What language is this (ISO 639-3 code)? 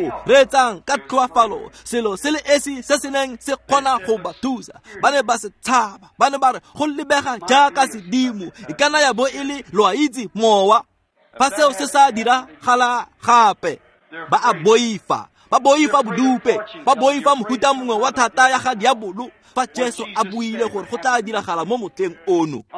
tsn